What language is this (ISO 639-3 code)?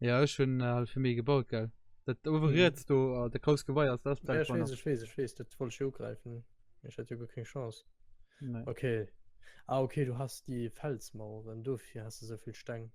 ltz